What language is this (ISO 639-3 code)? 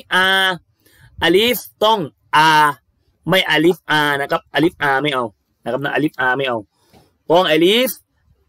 tha